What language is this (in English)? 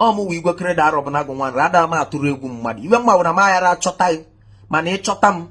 Igbo